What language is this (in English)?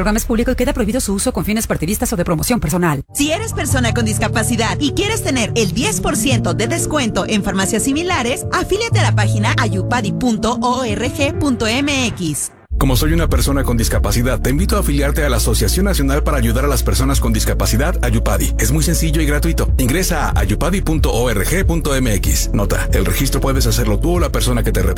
Spanish